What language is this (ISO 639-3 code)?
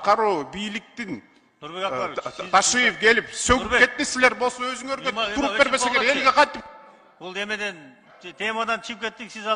kir